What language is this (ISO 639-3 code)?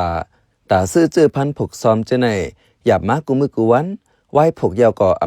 shn